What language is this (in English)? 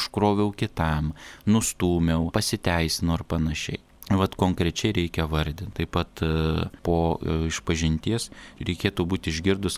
Lithuanian